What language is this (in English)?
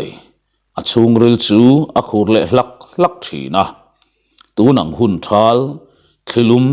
Mizo